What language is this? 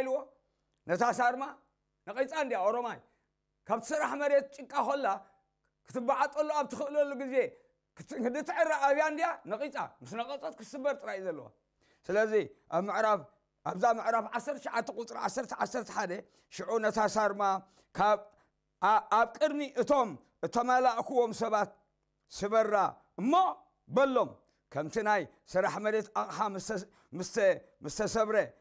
Tigrinya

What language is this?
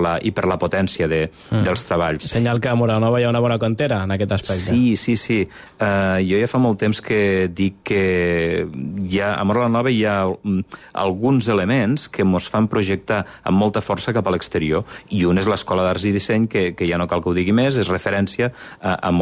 Catalan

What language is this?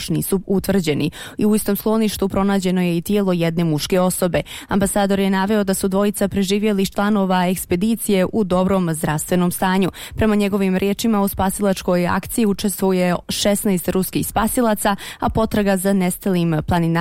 Bosnian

